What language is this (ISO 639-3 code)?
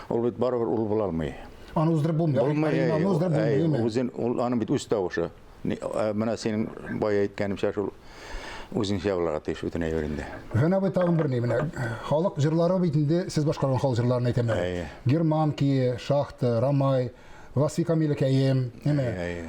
tat